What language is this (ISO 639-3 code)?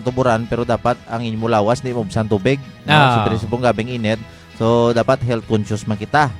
hil